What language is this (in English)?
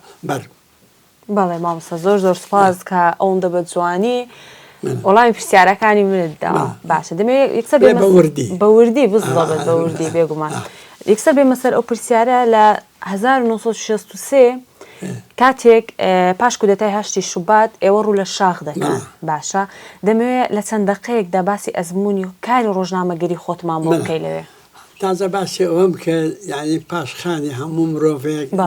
Central Kurdish